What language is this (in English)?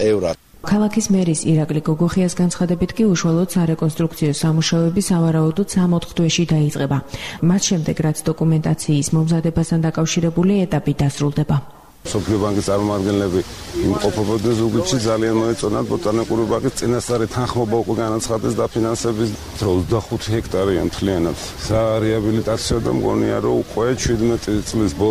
Georgian